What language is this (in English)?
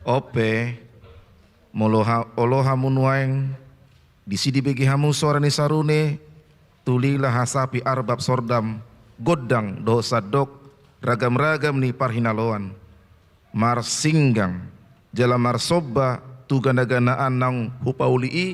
Batak Toba